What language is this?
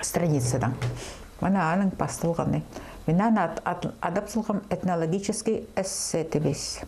Khakas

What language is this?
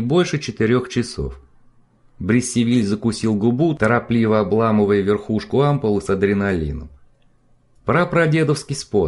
Russian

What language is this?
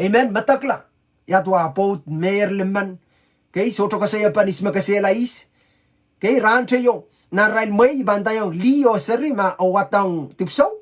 Pohnpeian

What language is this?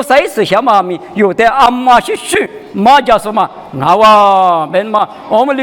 Lisu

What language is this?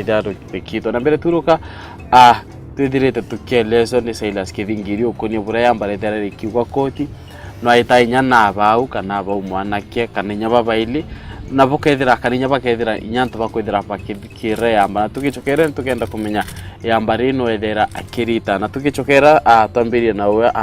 Meru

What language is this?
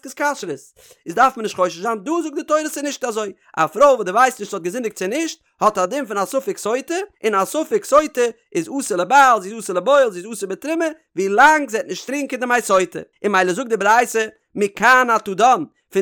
Yiddish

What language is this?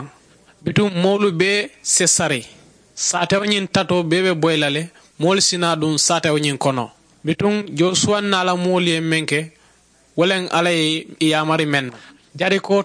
Mandingo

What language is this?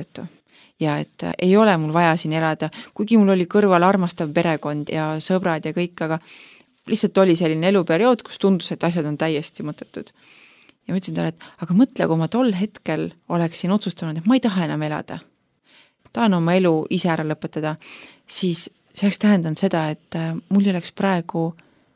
Estonian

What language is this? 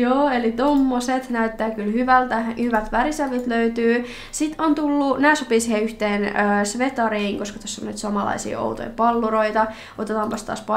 Finnish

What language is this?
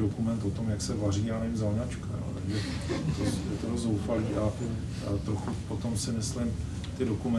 Czech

